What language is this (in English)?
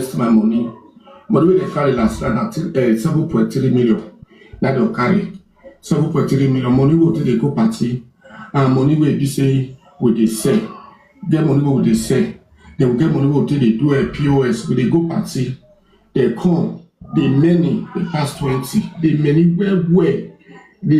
Nigerian Pidgin